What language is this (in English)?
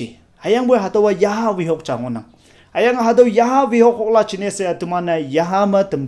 Konyak Naga